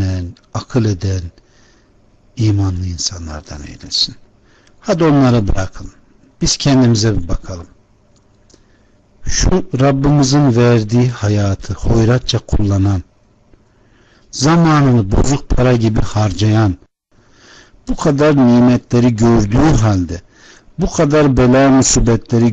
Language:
Turkish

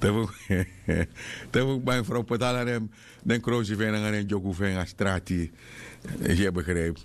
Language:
Sranan Tongo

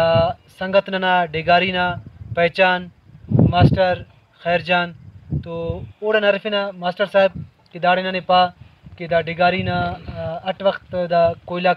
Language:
Brahui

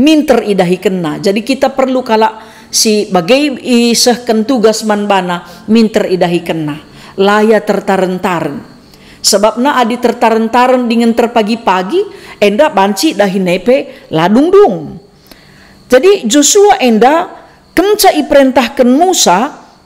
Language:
Batak Karo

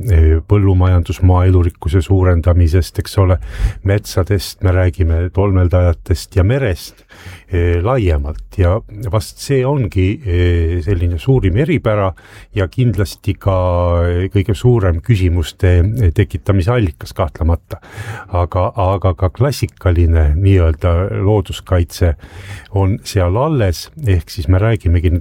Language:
Estonian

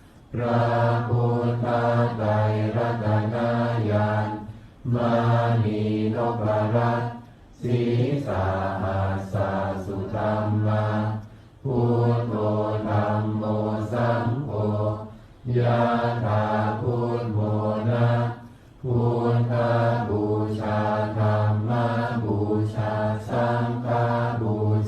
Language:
Pali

